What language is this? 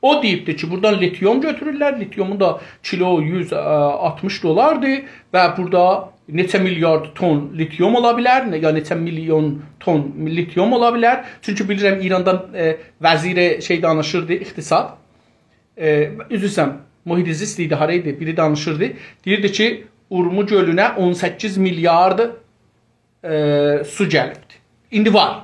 South Azerbaijani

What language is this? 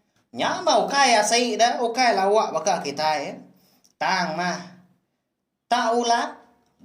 Iban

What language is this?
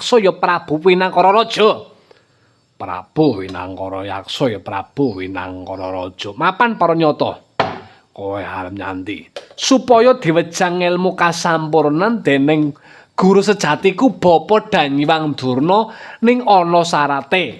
Javanese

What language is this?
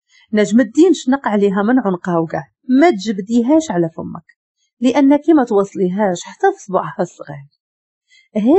Moroccan Arabic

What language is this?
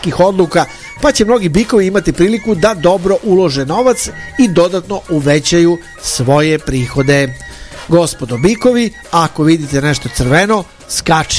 Serbian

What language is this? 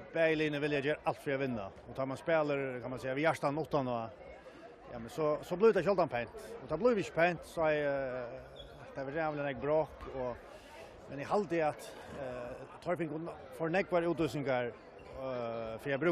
Faroese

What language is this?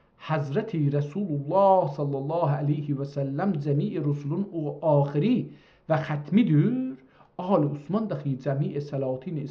South Azerbaijani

